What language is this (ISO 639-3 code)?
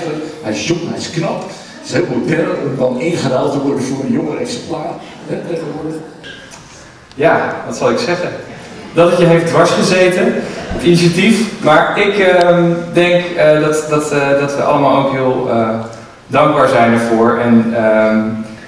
nld